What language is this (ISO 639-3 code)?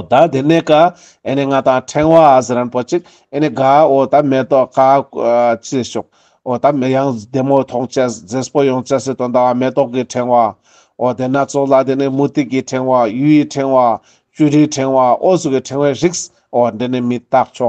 lbj